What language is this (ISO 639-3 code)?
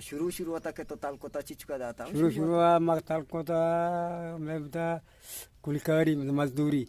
bgp